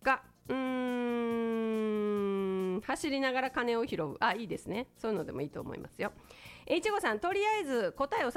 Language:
Japanese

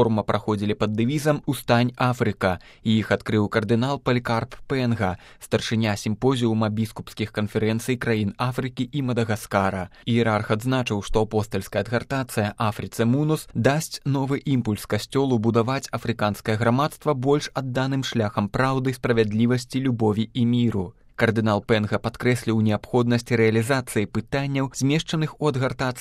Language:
Belarusian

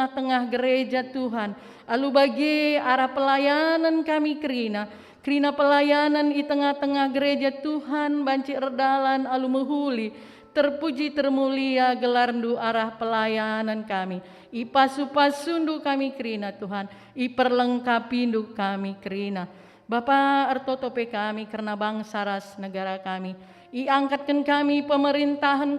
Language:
Batak Karo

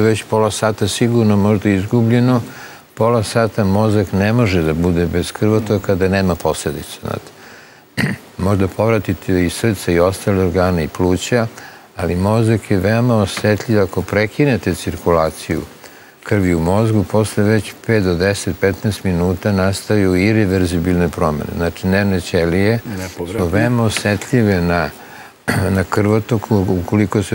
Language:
Serbian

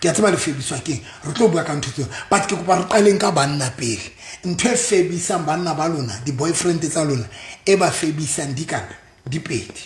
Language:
Southern Sotho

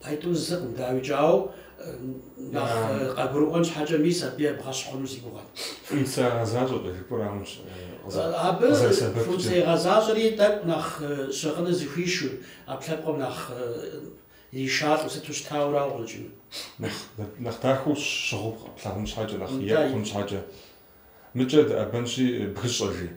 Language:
Kabardian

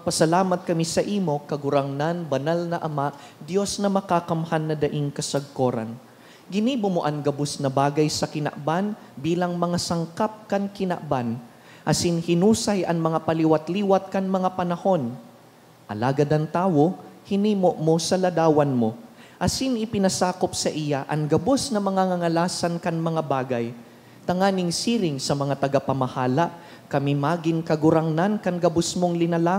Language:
Bikol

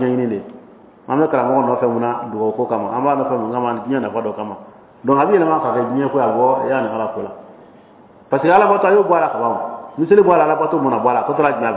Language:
Dyula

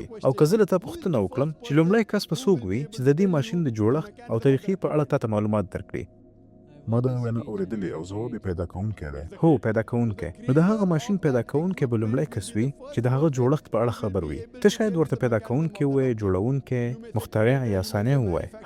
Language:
Pashto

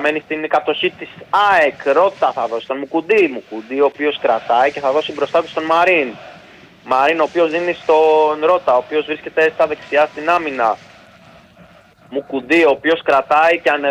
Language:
Greek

